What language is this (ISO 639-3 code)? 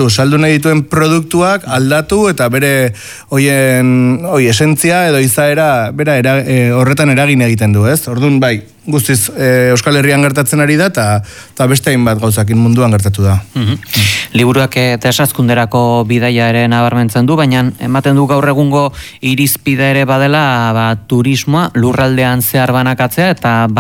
eus